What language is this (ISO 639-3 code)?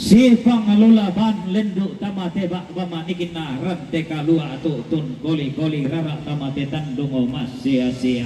sda